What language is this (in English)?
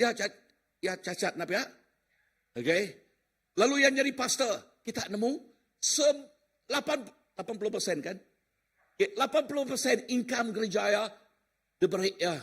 Iban